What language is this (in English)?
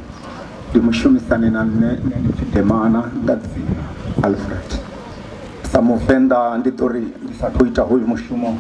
Venda